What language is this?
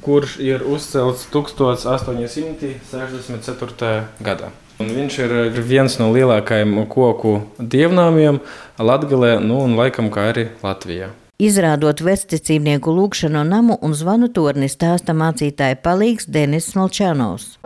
Latvian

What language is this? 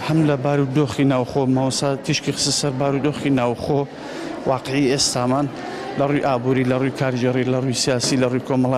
Central Kurdish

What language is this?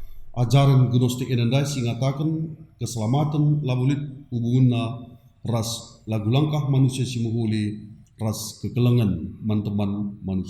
Batak Karo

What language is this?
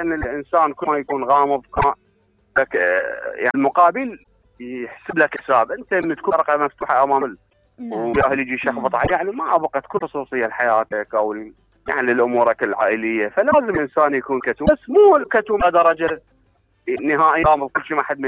Mesopotamian Arabic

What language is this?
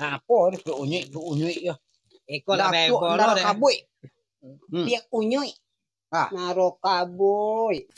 Minangkabau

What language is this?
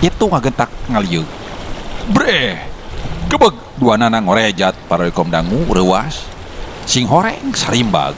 Sundanese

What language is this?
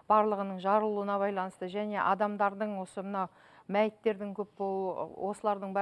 Kazakh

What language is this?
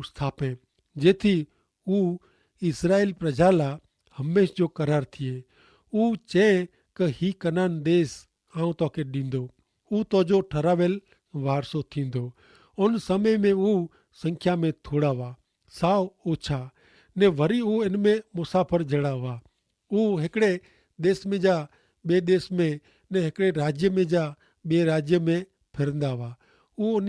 Kachhi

